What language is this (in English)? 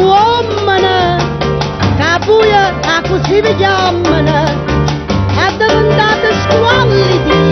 Neapolitan